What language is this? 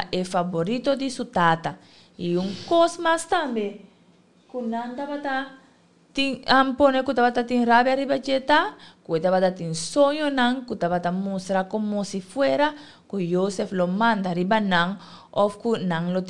Papiamento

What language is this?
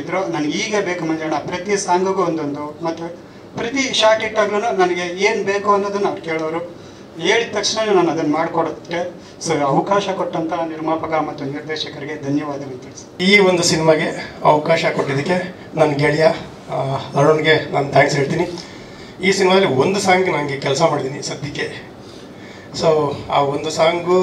Kannada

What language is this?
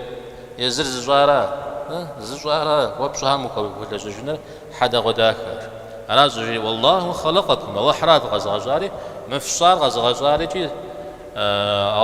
Kabardian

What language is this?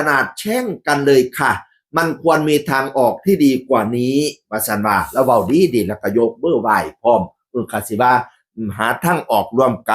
Northeastern Thai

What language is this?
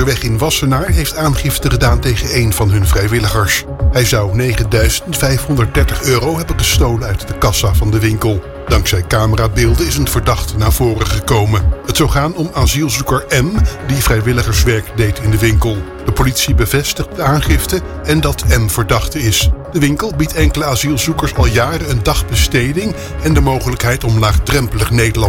Dutch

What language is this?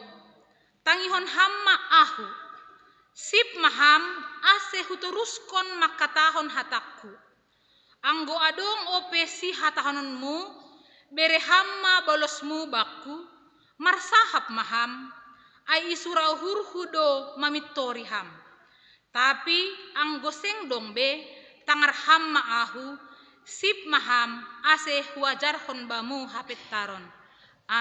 Batak Simalungun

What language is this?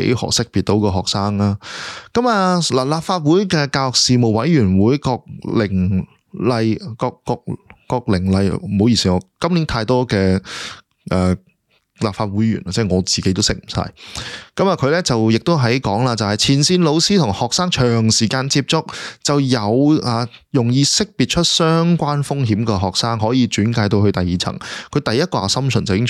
Cantonese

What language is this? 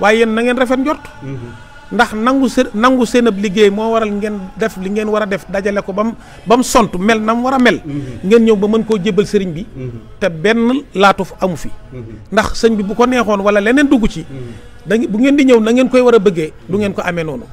Wolof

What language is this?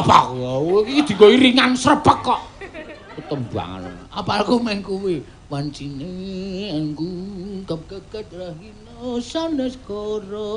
Javanese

